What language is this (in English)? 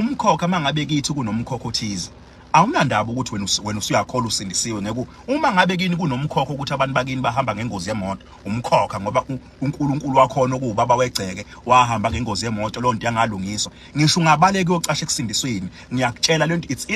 Zulu